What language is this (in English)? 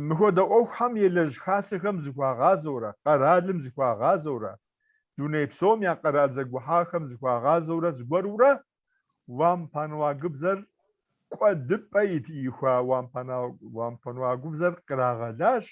Kabardian